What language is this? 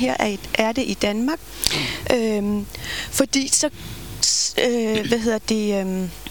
Danish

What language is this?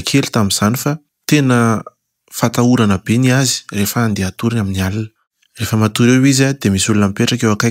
Malagasy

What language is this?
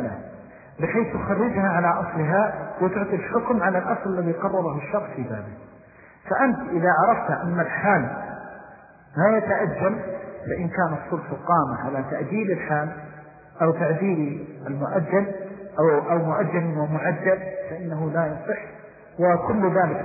Arabic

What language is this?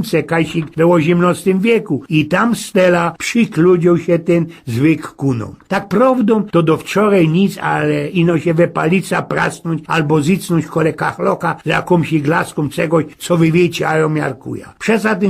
Silesian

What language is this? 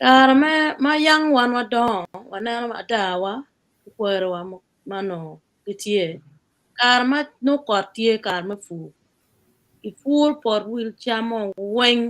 Acoli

